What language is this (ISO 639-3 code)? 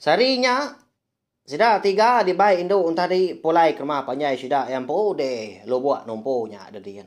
iba